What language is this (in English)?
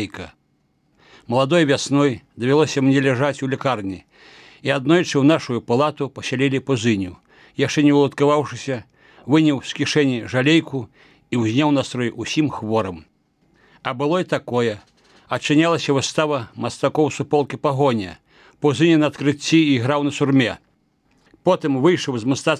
Belarusian